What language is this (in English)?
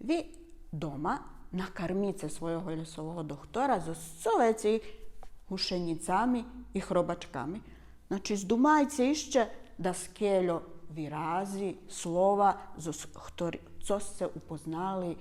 Rusyn